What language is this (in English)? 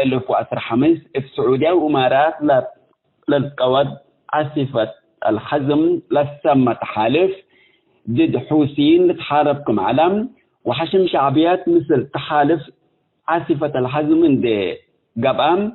Tigre